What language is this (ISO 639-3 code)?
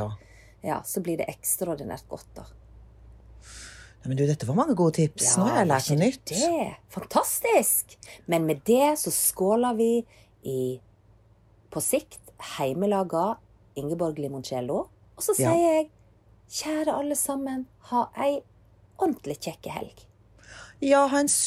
nor